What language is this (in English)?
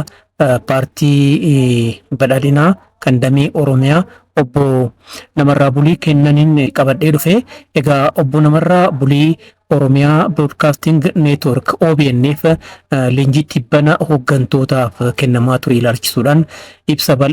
Oromo